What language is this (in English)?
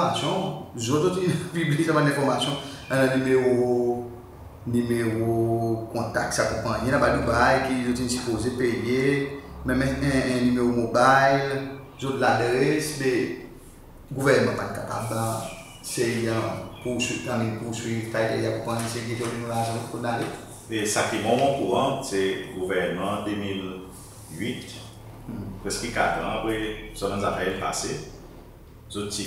Seselwa Creole French